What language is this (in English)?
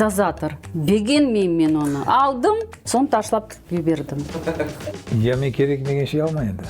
Crimean Tatar